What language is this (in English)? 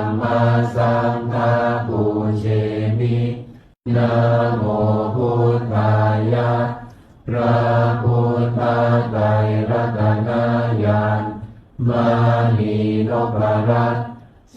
Pali